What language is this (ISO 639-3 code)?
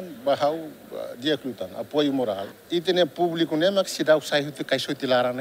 tet